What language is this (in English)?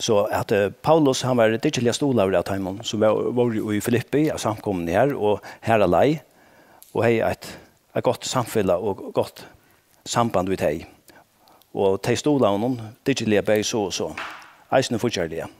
Faroese